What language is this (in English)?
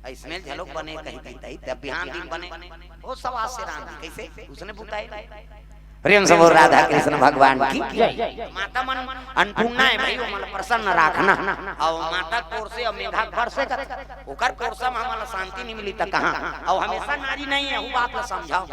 Chhattisgarhi